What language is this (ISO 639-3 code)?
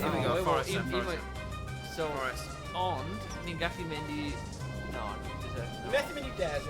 cym